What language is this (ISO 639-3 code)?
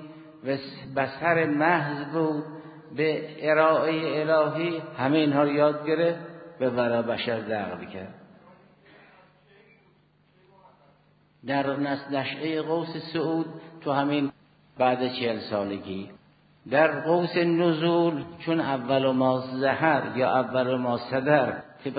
fas